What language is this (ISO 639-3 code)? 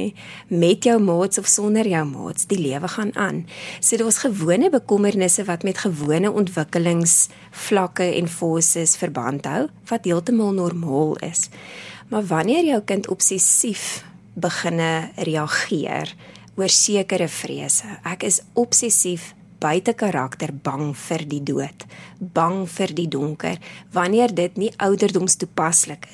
afr